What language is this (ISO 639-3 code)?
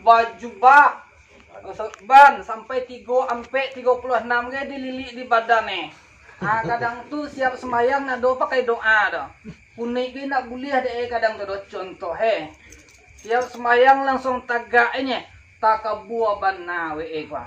min